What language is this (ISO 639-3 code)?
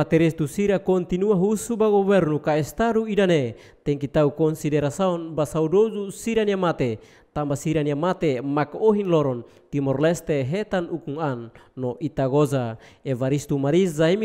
tet